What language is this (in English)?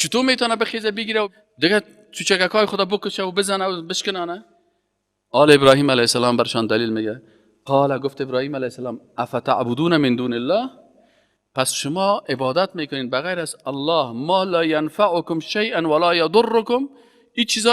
Persian